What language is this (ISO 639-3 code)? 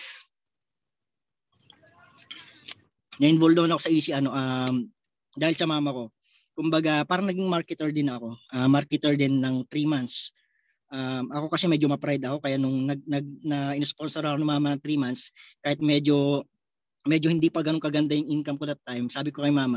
fil